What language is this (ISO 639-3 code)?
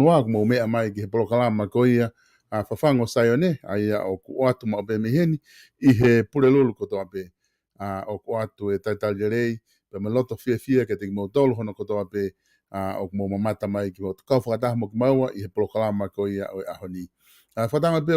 ton